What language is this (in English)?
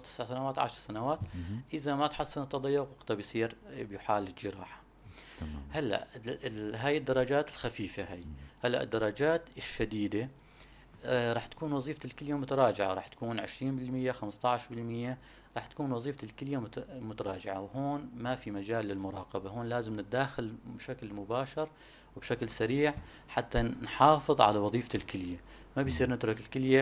North Levantine Arabic